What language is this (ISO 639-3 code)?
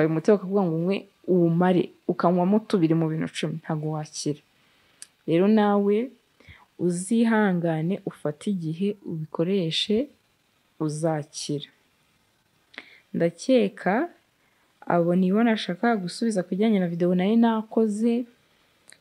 kin